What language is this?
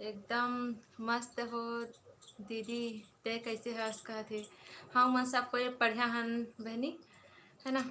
Chhattisgarhi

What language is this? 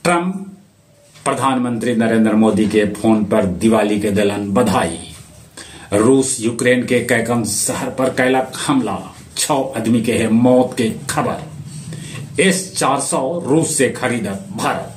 Magahi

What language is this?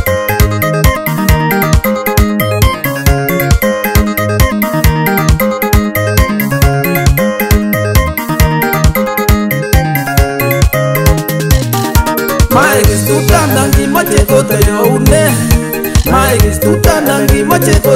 Swahili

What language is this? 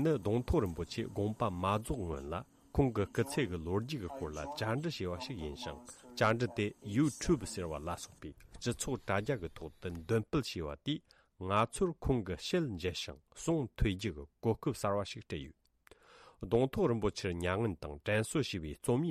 Tibetan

